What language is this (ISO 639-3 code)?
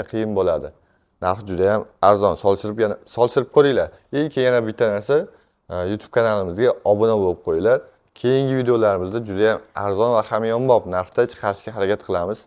uzb